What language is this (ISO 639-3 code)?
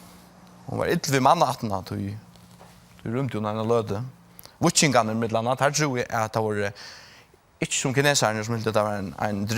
fao